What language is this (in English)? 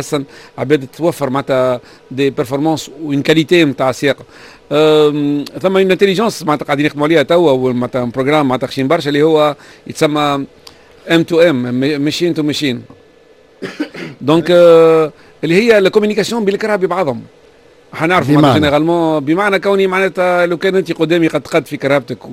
Tunisian Arabic